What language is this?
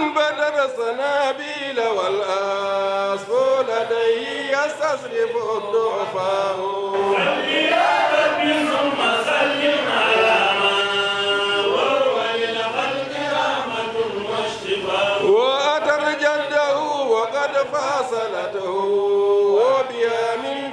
Fula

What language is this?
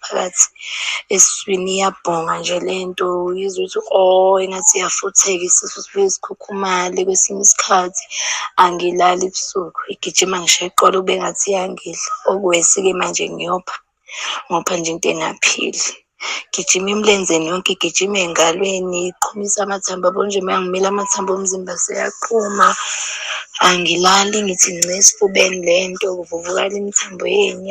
Zulu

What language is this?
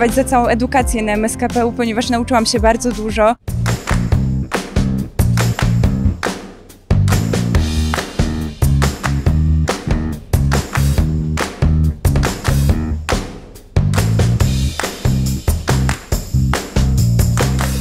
Polish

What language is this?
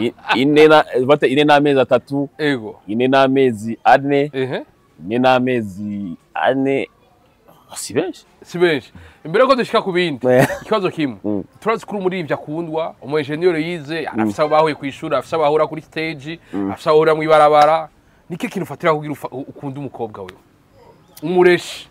Rundi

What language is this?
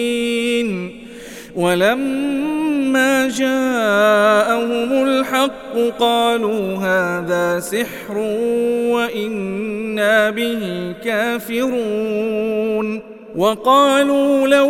Arabic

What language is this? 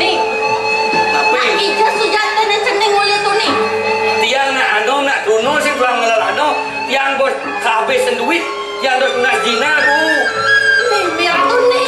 Balinese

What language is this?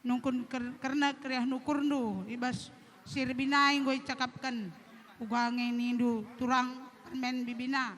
Batak Karo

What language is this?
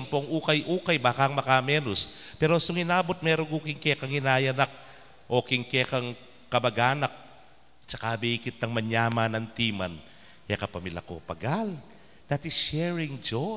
Pampanga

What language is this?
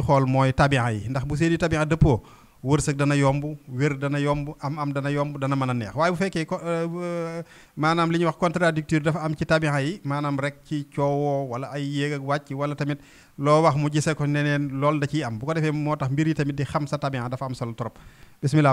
Wolof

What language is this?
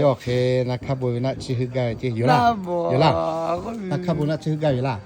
Lahu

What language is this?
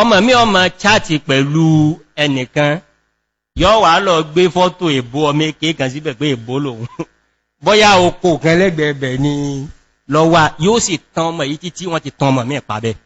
Yoruba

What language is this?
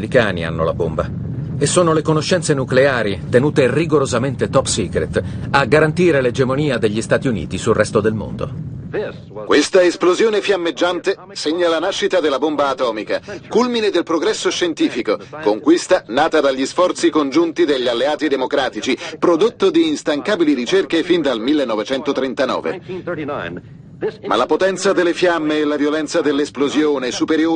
Italian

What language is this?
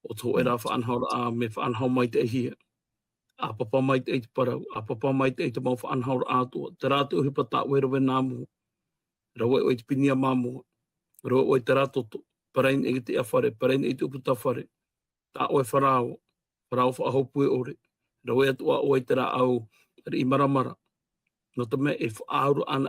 Tahitian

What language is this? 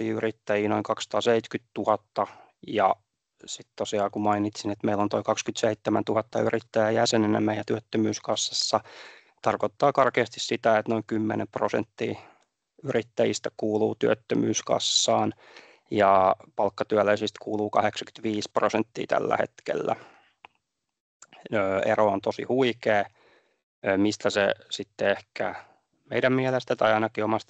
Finnish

